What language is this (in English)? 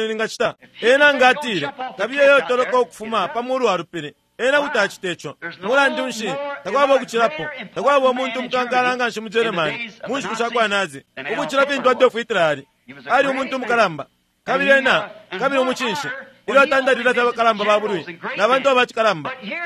Bemba